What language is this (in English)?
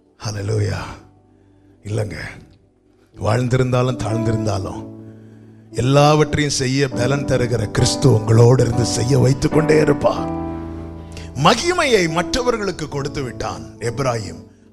Tamil